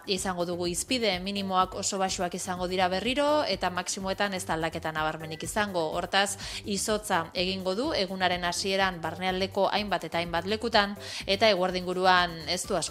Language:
Basque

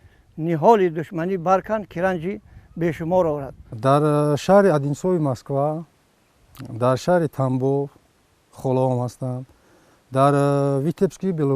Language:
Tajik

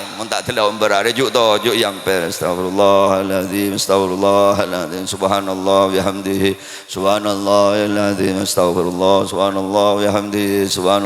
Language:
Madurese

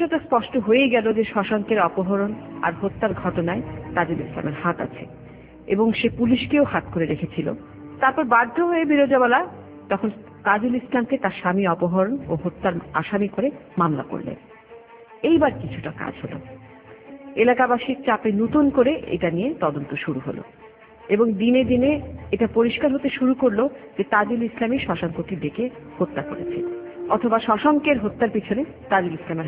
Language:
Bangla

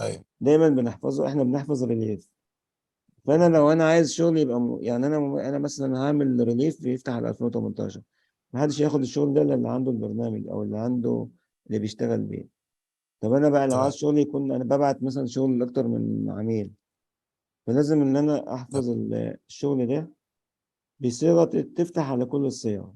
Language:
Egyptian Arabic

